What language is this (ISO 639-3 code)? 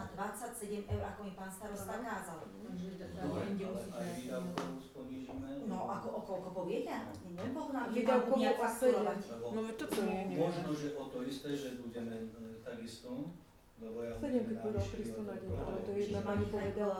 slk